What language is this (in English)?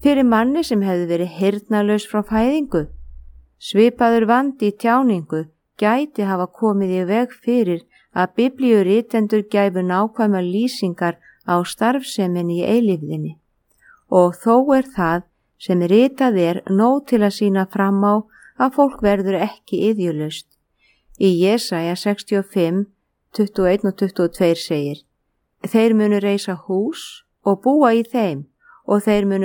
Icelandic